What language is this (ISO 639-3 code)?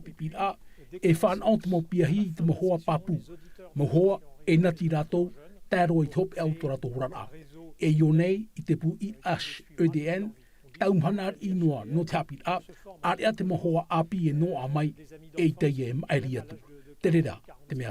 tah